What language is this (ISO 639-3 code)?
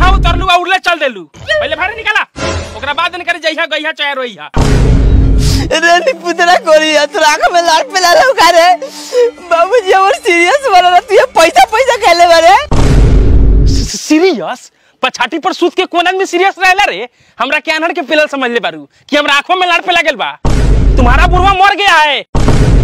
bho